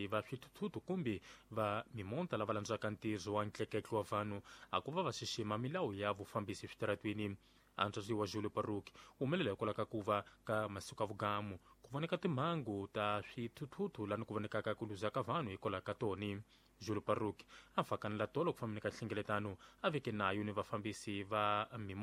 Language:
Tsonga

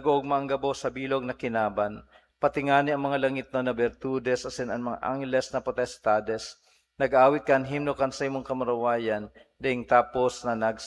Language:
Bikol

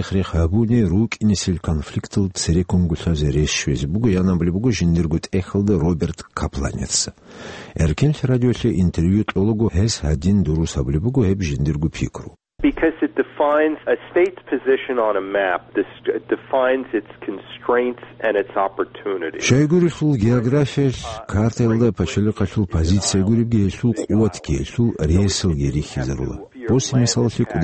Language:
Avaric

